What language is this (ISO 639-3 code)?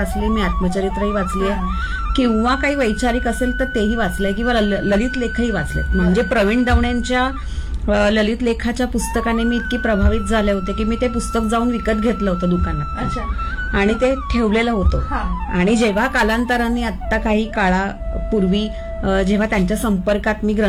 mar